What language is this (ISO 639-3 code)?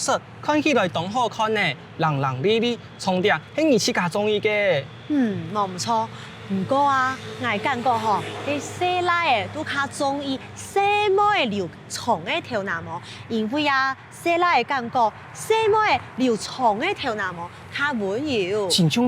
hak